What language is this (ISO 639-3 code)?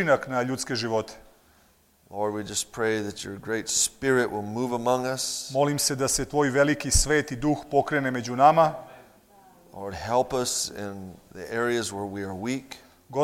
srp